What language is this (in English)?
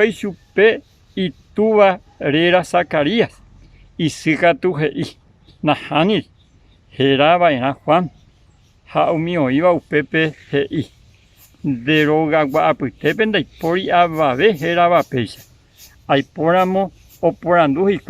Guarani